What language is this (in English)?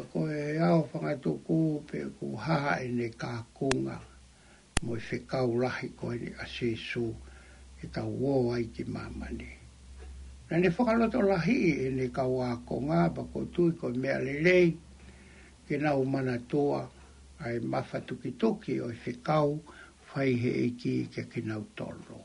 Tongan